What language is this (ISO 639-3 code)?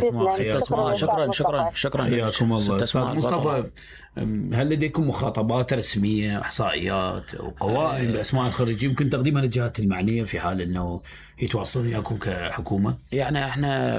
acm